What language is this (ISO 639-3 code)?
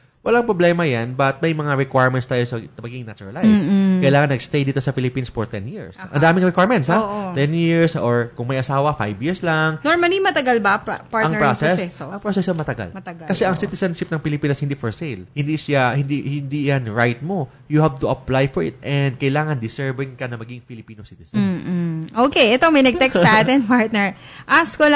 fil